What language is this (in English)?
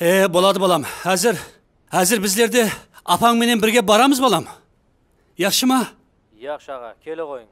Kara-Kalpak